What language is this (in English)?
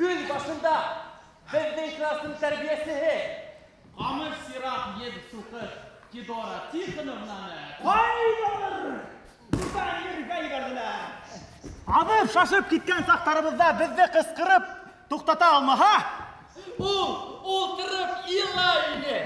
Bashkir